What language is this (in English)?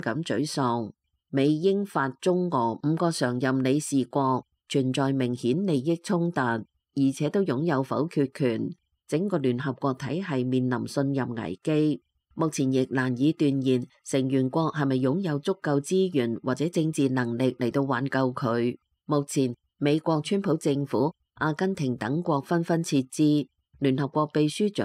Cantonese